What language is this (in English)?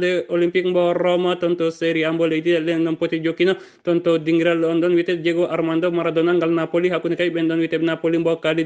Fula